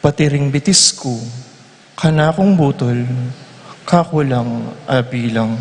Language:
Pampanga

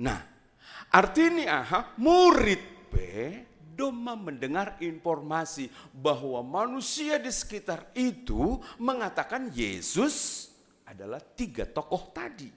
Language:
Batak Simalungun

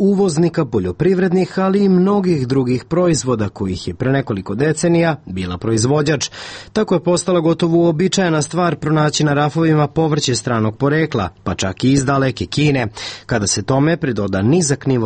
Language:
Serbian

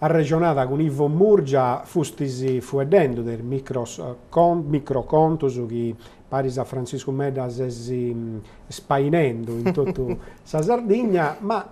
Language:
Sardinian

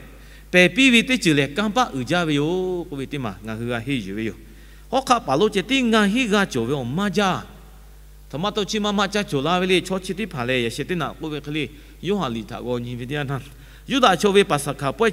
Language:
Lahu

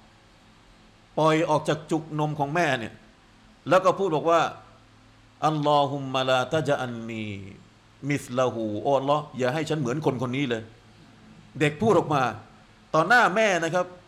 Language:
Thai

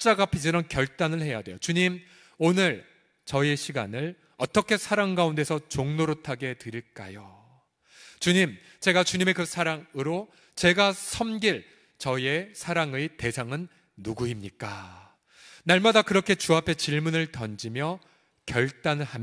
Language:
Korean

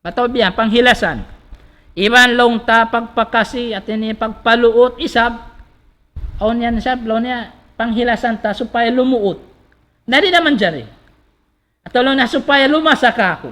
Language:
Tausug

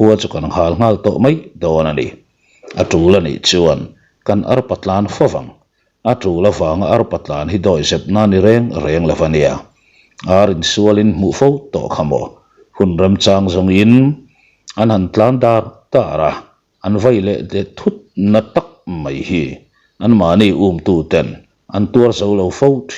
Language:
Mizo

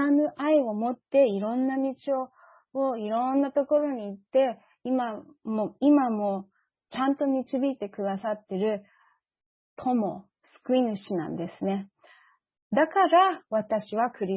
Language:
Japanese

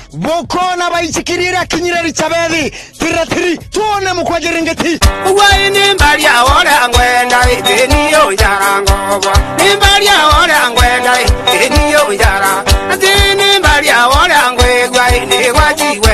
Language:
Meru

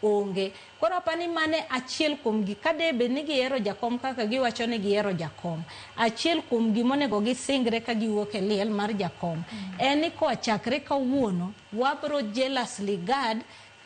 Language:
Luo (Kenya and Tanzania)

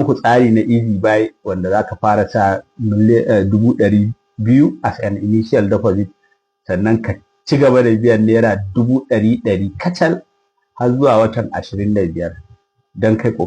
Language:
Hausa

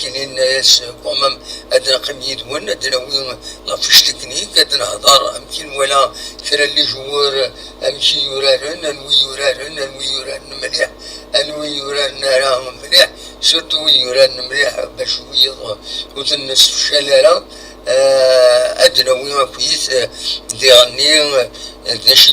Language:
Kabyle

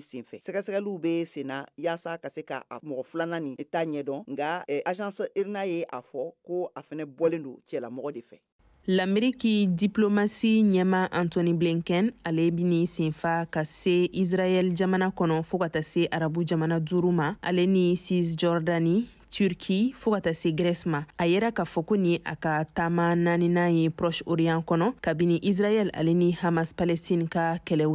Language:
Bambara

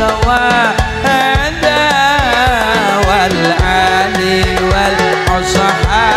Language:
Javanese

